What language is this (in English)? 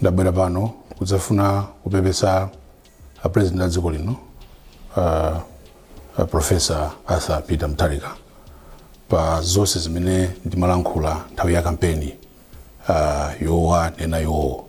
Nyanja